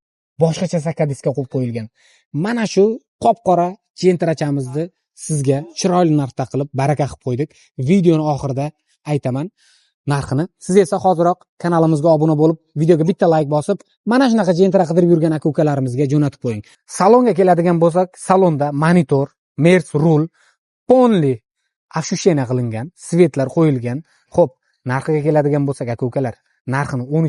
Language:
Uzbek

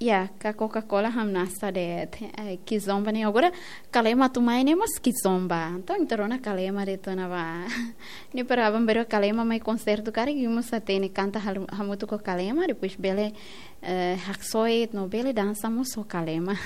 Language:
Tetum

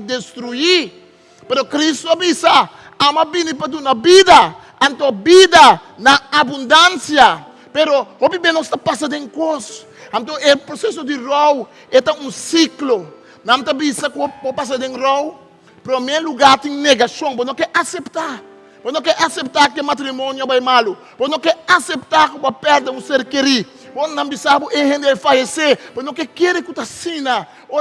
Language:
Papiamento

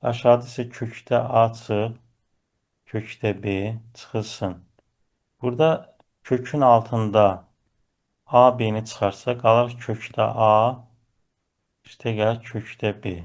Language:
Azerbaijani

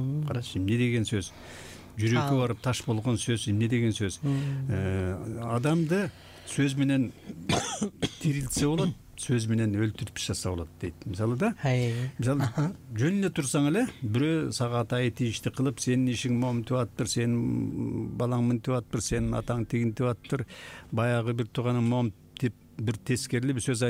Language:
Kyrgyz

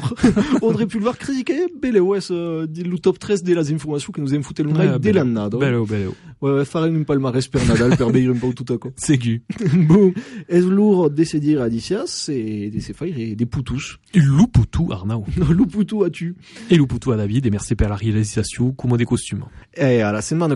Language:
French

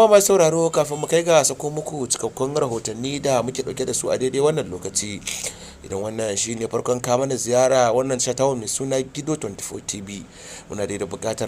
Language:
Hausa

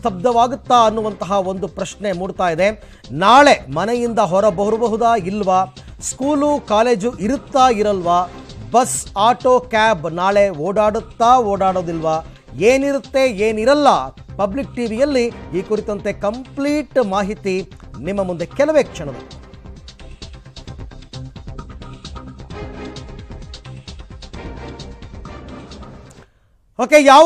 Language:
Kannada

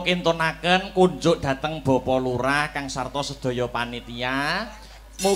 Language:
Javanese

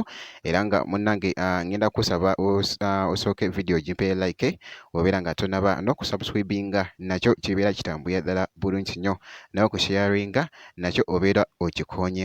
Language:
Ganda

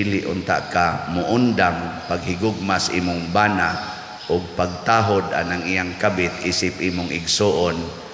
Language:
Cebuano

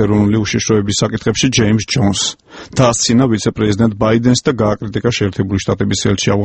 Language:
Georgian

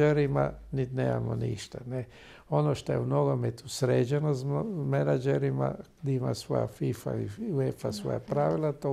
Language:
Croatian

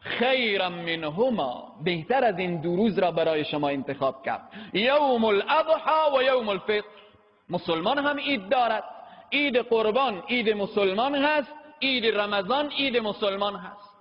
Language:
Persian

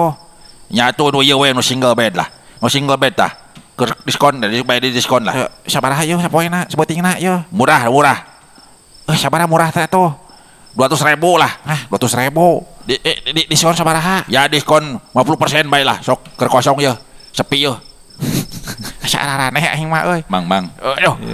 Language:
Sundanese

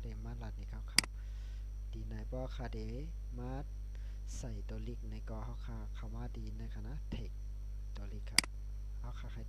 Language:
Shan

